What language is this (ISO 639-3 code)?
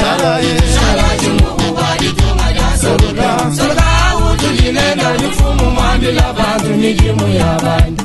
lua